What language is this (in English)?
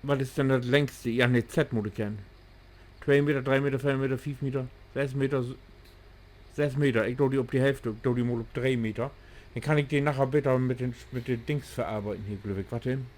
Low German